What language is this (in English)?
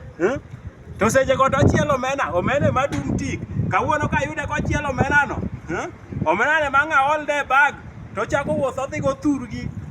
Luo (Kenya and Tanzania)